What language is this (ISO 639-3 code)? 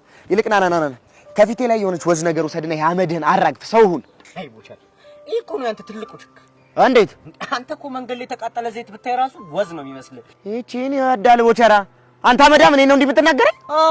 amh